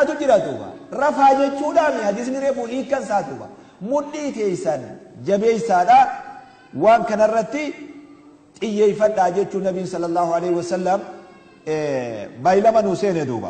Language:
Oromo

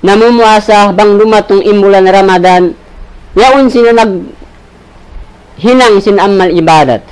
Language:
Tausug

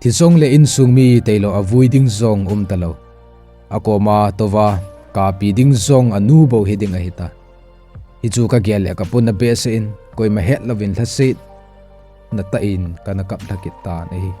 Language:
Thado Chin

